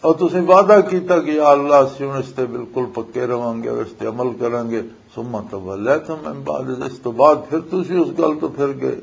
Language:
Western Panjabi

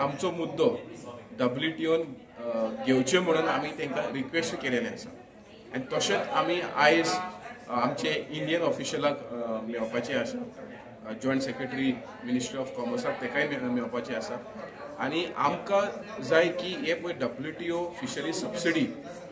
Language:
Konkani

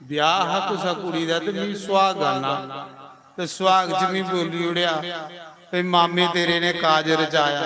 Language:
Dogri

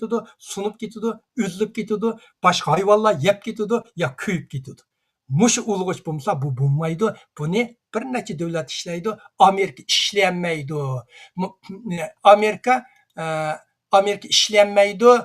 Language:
Uyghur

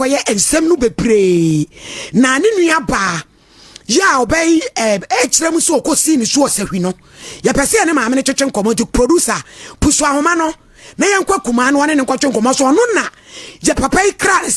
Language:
Akan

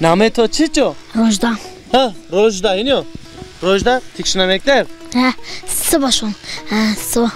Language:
Zaza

